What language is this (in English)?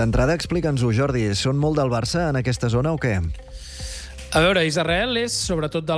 Catalan